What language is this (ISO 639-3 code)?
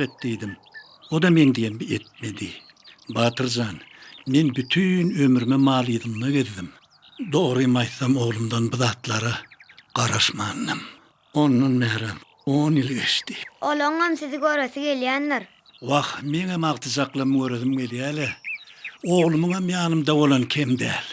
tuk